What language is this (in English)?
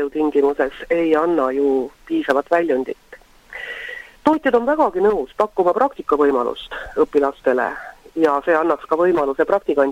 Estonian